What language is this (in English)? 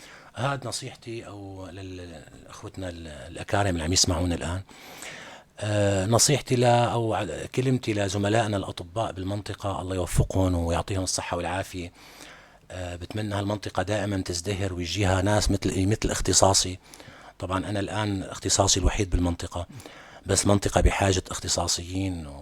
North Levantine Arabic